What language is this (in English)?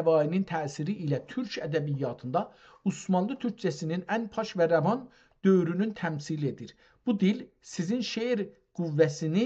South Azerbaijani